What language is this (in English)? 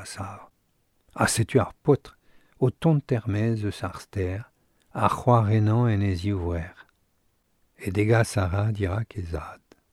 Breton